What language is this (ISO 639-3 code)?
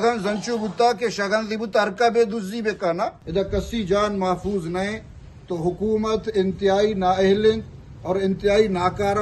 bgp